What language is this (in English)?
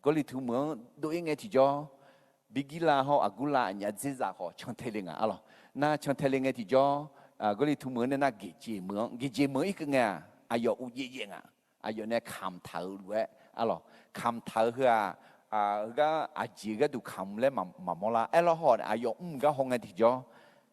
Akha